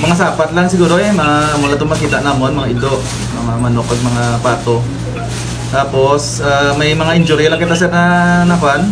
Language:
Hiligaynon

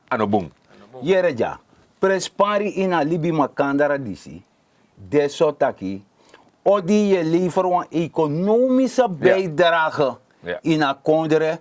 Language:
Sranan Tongo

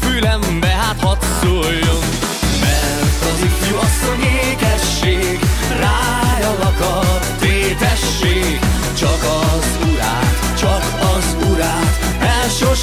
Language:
Hungarian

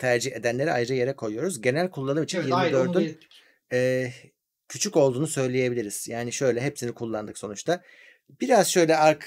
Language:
Turkish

